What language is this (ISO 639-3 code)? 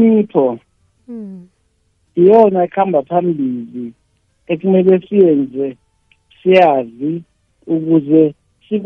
nbl